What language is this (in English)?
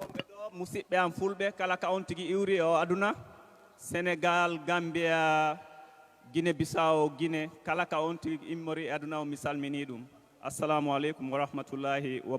Fula